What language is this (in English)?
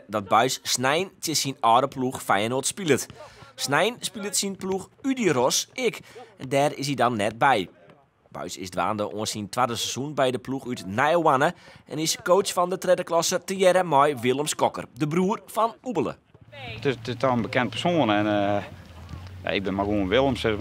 Western Frisian